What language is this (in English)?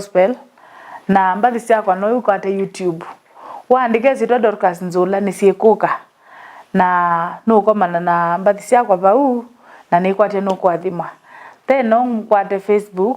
Kamba